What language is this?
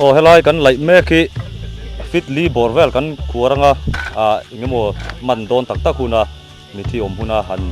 Mizo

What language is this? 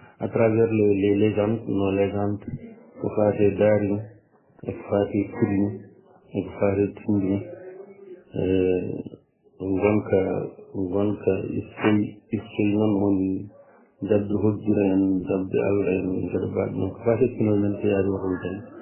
Fula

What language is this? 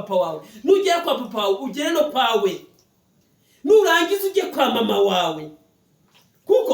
Kinyarwanda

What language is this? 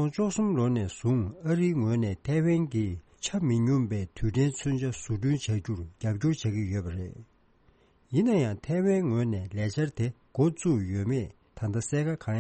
Tibetan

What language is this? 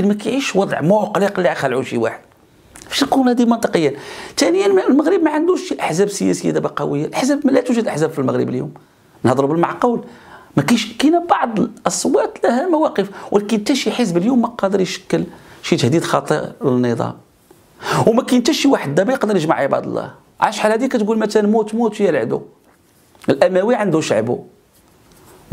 Moroccan Arabic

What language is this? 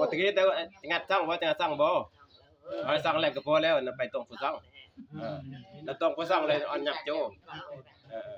Northeastern Thai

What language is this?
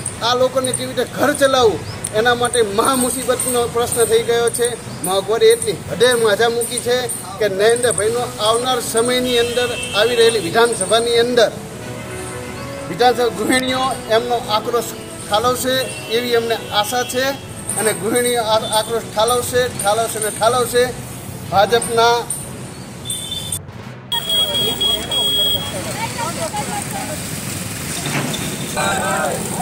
Gujarati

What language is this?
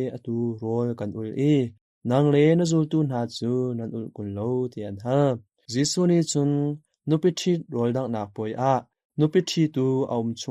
Hakha Chin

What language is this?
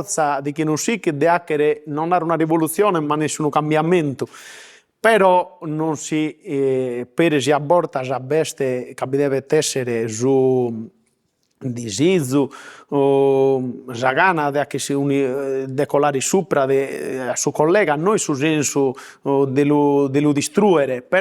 Sardinian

